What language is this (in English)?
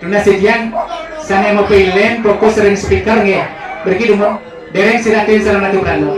Balinese